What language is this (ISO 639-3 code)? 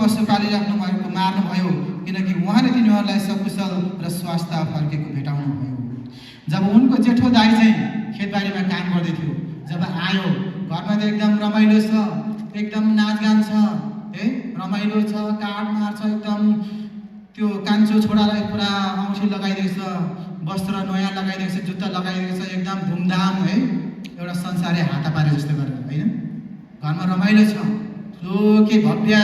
nep